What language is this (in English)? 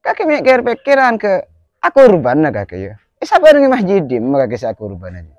Madurese